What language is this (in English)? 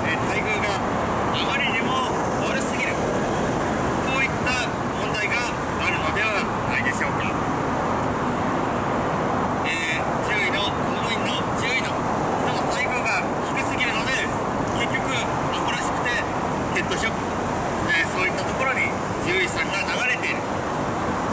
Japanese